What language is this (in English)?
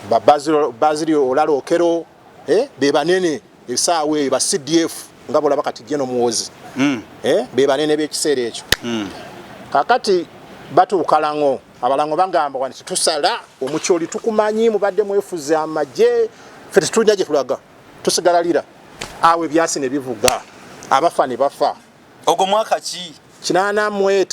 Ganda